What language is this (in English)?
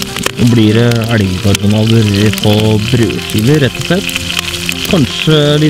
Norwegian